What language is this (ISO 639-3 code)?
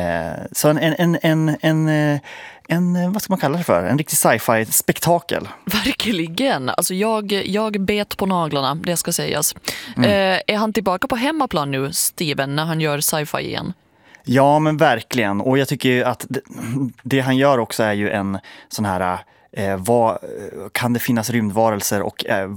swe